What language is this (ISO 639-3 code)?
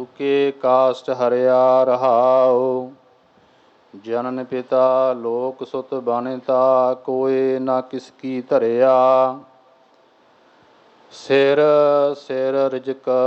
pan